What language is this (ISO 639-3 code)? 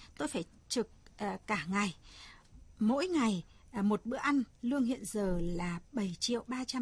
vie